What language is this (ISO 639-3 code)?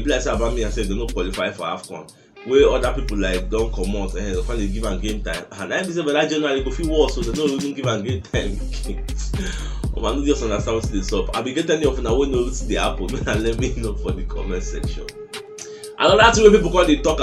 pcm